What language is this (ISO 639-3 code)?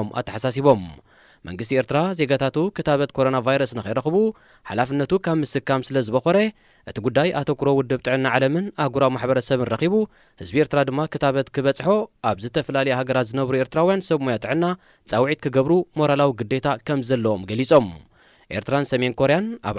tir